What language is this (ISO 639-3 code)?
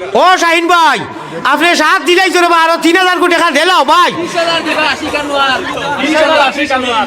syl